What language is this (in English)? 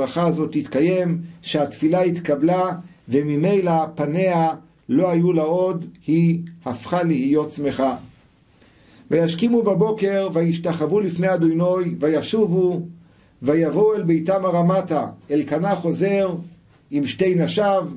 Hebrew